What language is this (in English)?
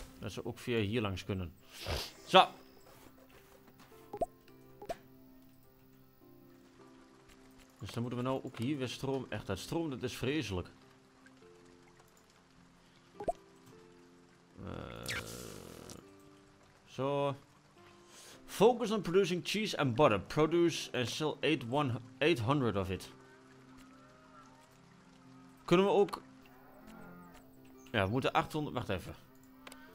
Dutch